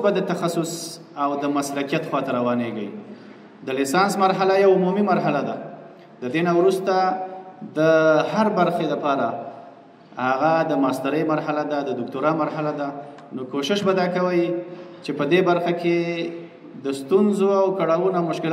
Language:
Pashto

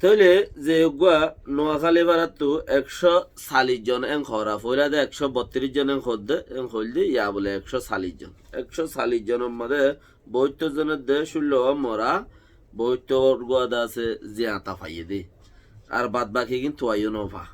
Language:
Rohingya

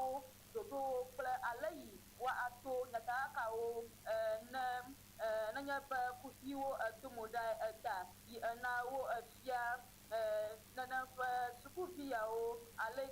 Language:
Ewe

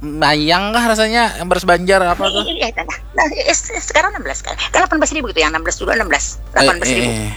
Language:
Banjar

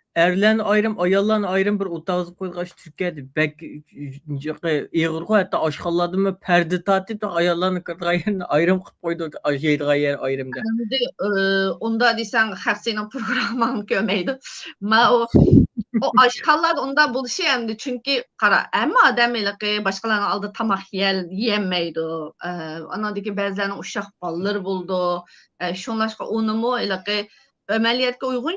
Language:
Uyghur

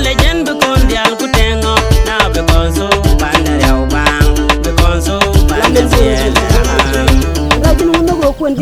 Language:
Nuer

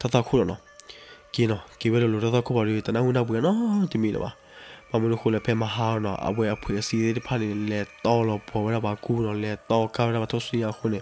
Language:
S'gaw Karen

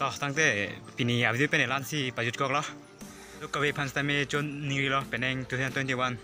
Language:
Karbi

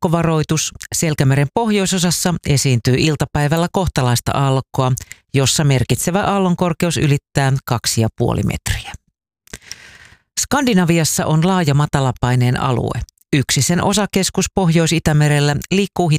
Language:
Finnish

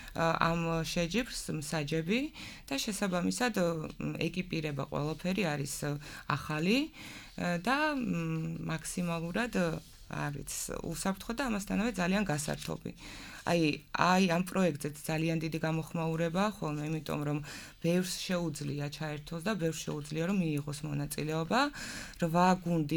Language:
Georgian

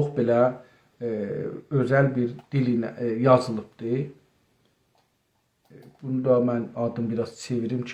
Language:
South Azerbaijani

